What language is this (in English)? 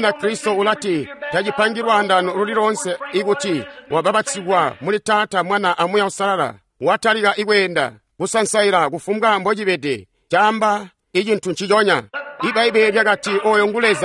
Tonga (Zambia)